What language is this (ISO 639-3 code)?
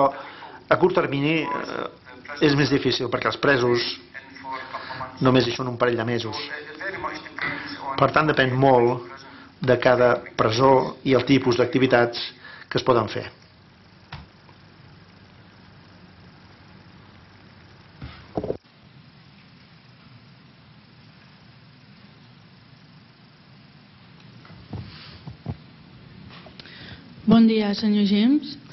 cat